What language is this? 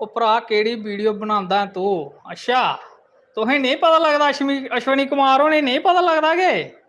Dogri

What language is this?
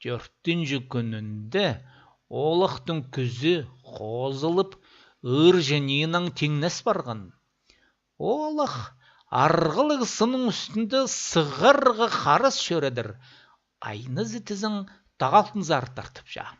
Khakas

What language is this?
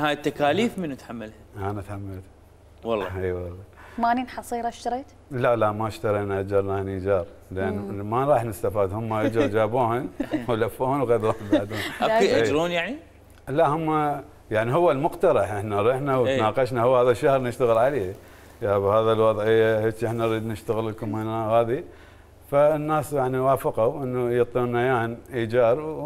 Mesopotamian Arabic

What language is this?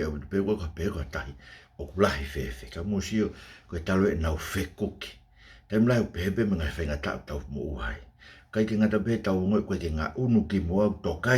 Tongan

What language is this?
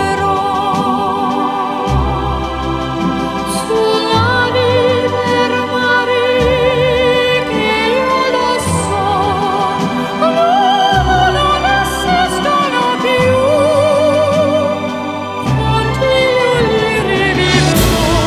Italian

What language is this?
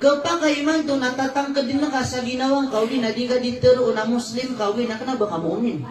Maranao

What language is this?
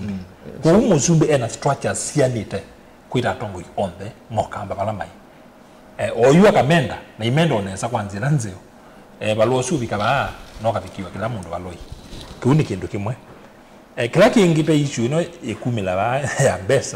Kamba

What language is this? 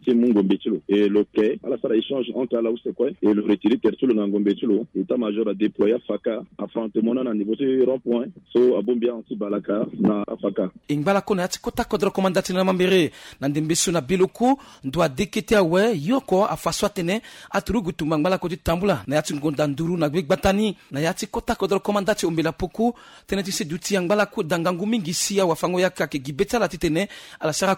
Sango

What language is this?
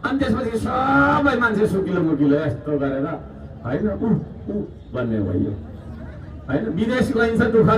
Nepali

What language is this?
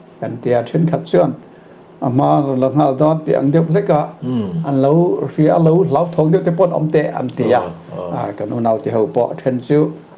Mizo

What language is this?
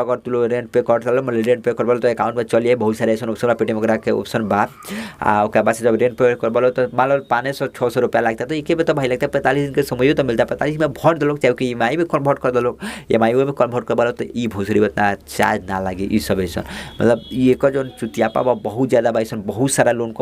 Bhojpuri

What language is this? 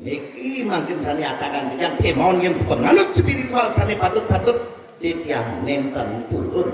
Balinese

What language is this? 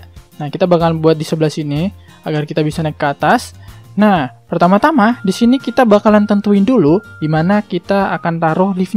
Indonesian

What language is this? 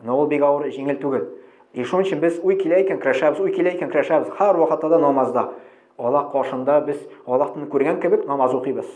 Tatar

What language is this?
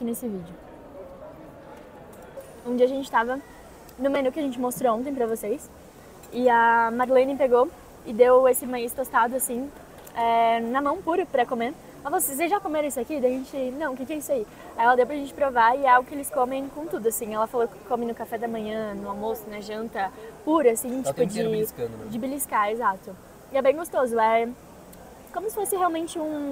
Portuguese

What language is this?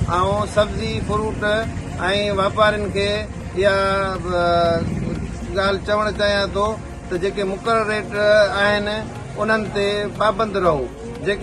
Sindhi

